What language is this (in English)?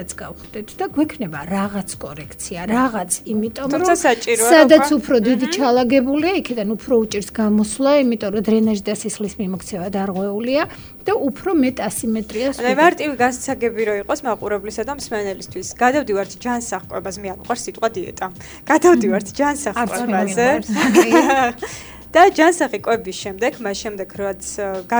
Georgian